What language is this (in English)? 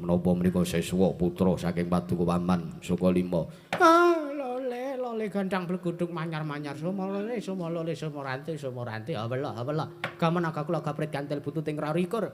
Javanese